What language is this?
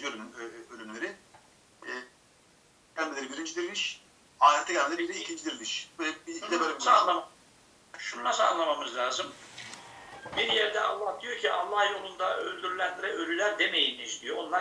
Turkish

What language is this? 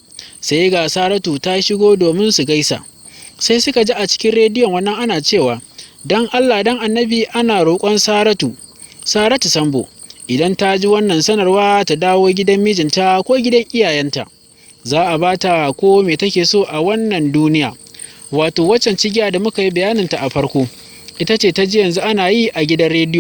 Hausa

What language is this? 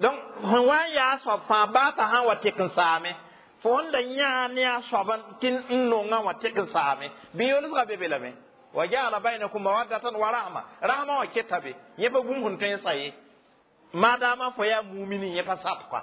Mossi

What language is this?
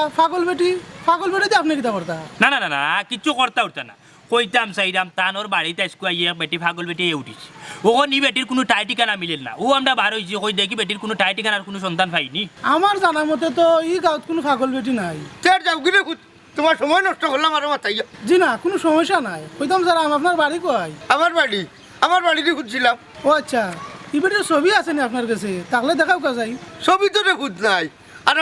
Sylheti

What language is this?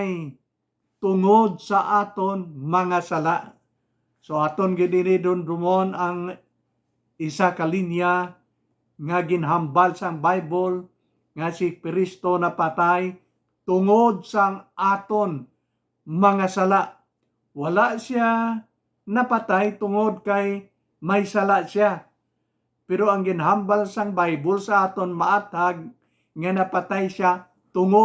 Hiligaynon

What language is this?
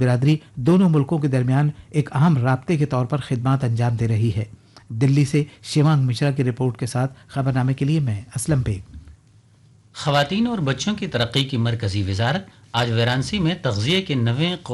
Urdu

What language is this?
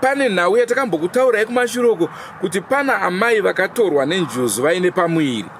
Shona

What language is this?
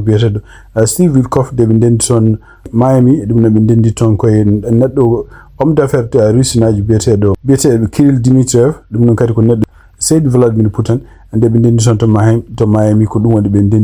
Fula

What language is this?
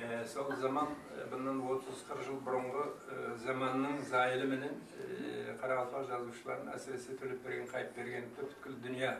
Kara-Kalpak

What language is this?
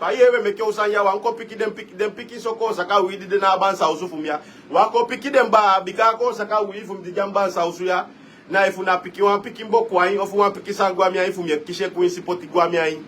Sranan Tongo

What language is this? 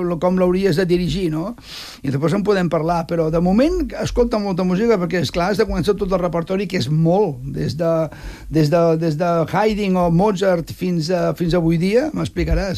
Catalan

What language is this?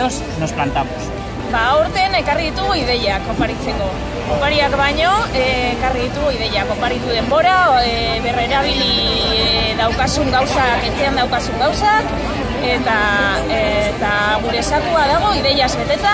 Basque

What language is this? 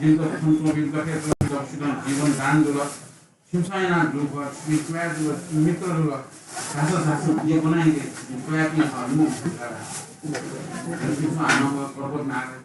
Newari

